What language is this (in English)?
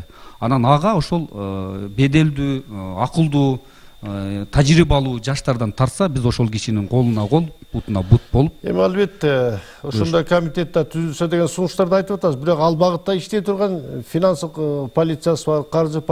Kyrgyz